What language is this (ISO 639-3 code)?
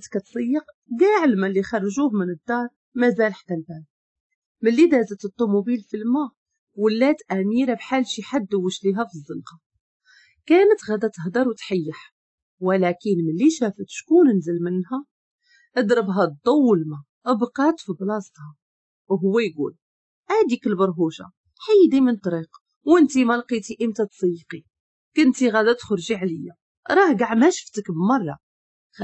ary